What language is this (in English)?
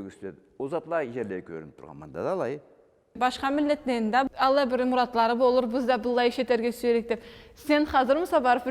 Karachay-Balkar